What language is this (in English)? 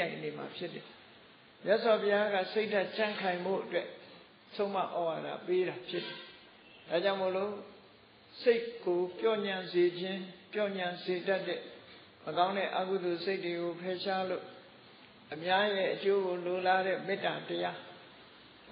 Burmese